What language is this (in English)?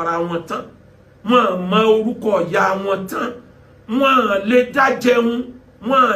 Yoruba